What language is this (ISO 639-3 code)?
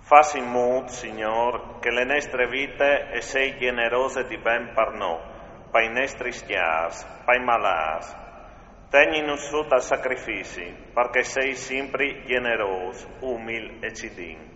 fur